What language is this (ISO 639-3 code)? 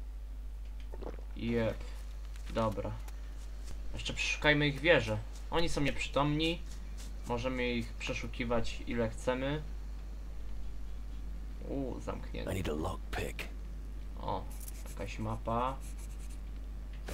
pol